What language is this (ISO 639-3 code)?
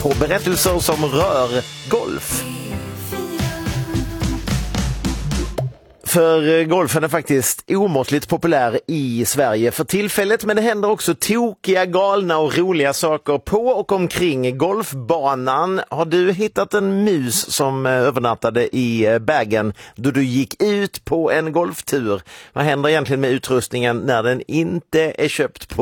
swe